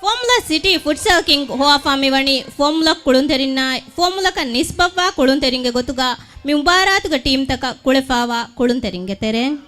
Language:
Divehi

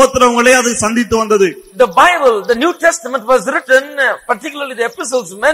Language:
Tamil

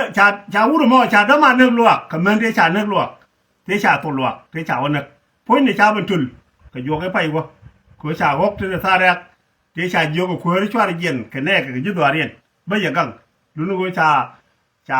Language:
Nuer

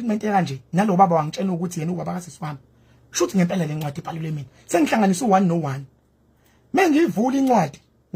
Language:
Zulu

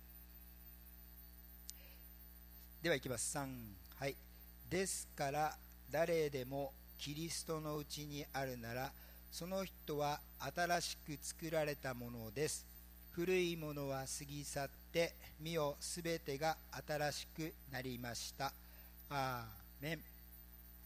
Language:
Japanese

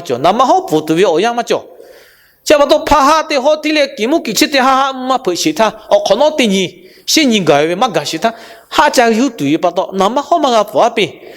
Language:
Lahu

